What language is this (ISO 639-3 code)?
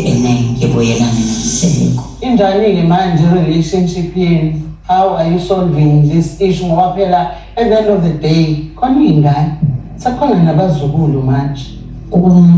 zul